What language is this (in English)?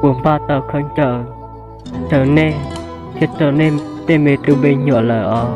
Hmong